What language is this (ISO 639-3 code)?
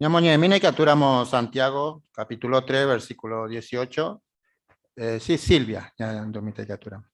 grn